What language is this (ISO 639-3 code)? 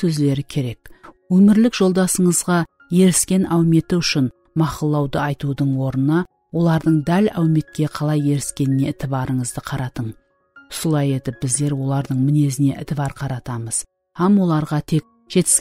kaa